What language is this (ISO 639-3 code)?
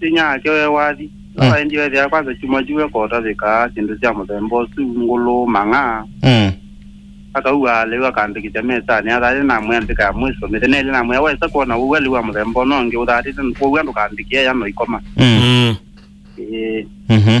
kam